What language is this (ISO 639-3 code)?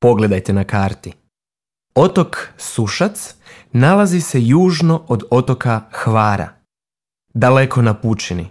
hrv